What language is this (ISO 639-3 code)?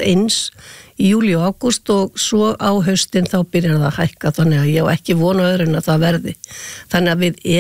isl